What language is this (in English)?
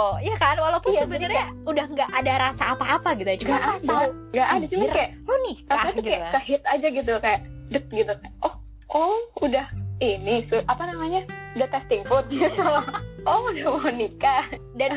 Indonesian